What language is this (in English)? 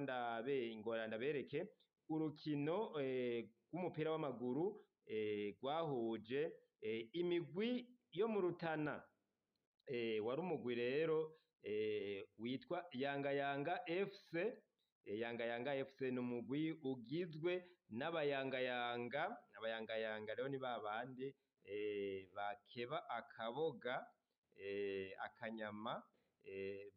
Rundi